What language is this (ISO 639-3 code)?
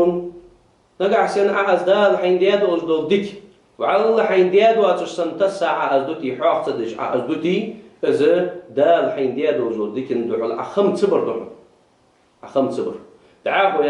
inh